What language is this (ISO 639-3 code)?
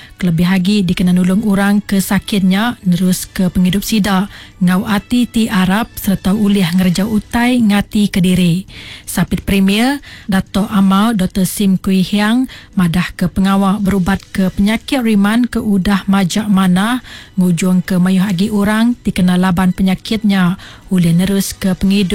iba